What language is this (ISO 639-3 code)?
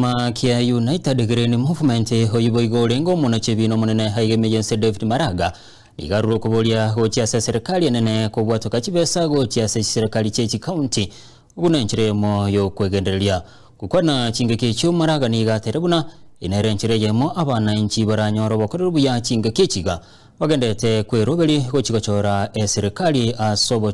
guz